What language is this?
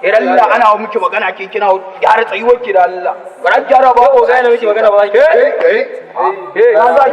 Hausa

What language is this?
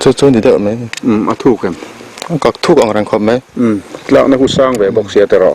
Mizo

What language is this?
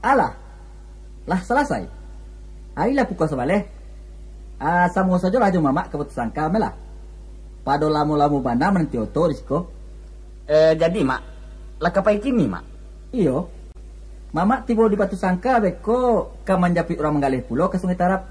Minangkabau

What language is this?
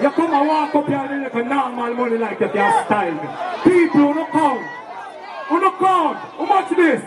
Jamaican Creole English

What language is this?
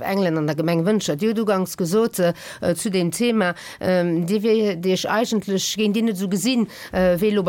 Luxembourgish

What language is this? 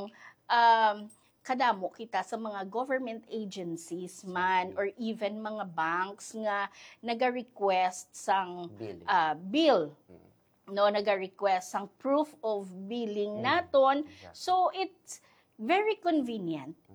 Hiligaynon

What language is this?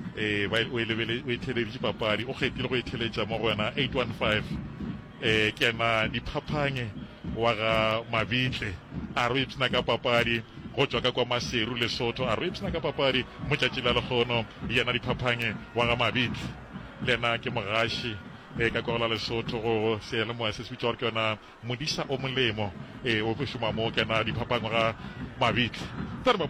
Northern Sotho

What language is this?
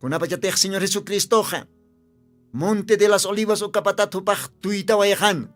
Aymara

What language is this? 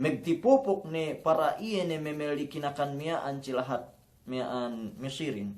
Yakan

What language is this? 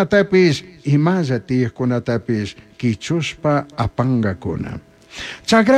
Chimborazo Highland Quichua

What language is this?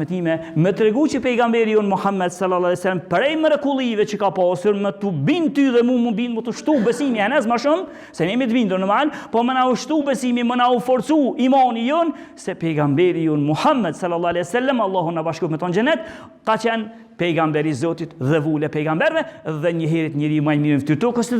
Albanian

